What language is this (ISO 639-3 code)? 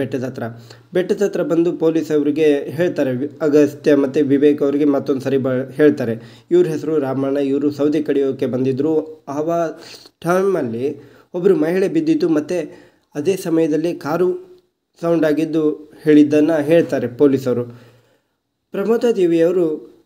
kan